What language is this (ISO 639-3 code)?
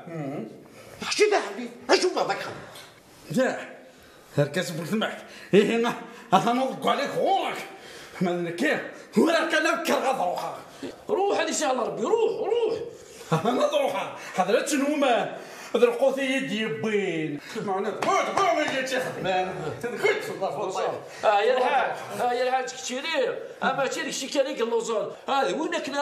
kab